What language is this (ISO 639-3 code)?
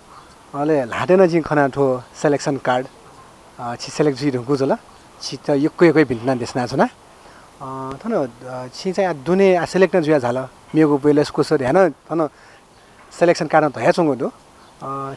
new